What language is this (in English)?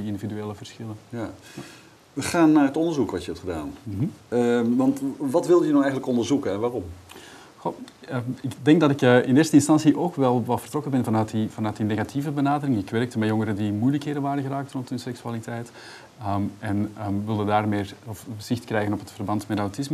Dutch